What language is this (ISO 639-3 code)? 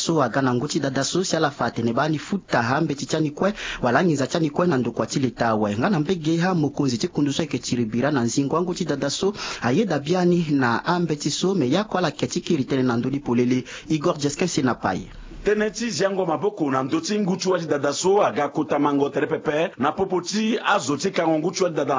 sag